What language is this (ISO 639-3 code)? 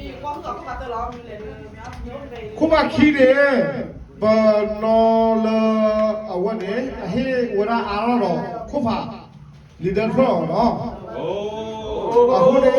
ksw